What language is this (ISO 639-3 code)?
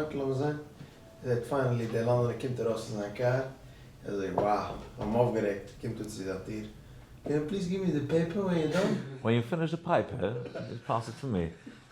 yid